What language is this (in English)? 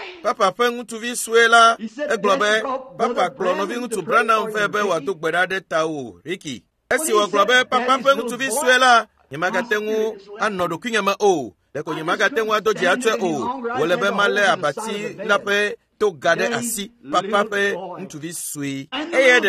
Ewe